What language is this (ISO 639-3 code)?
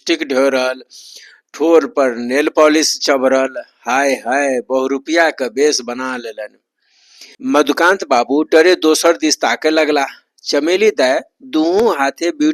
mai